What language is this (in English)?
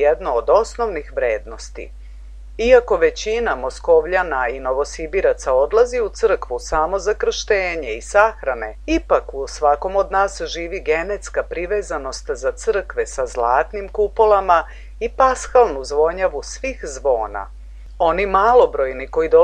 Serbian